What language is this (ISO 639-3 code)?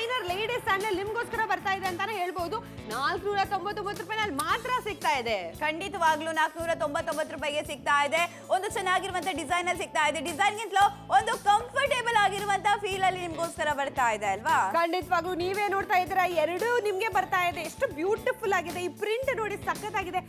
kan